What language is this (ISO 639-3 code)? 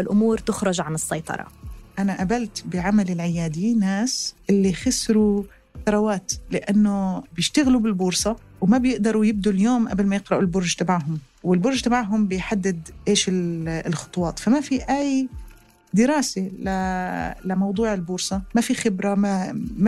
apc